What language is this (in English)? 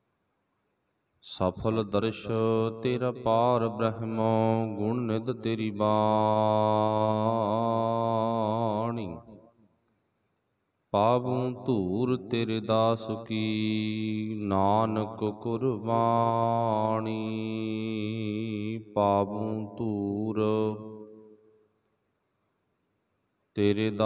Punjabi